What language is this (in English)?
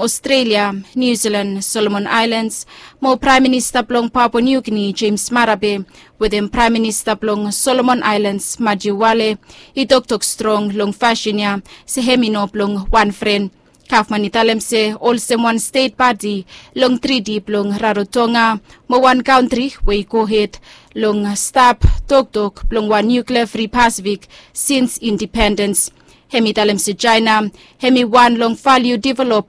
Bislama